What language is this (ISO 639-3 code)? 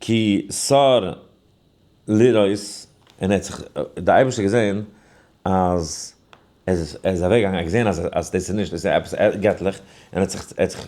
yid